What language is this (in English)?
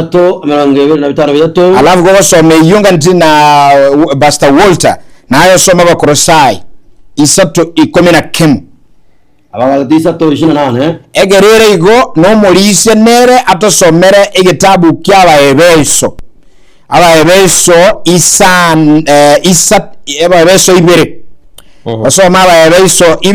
Gusii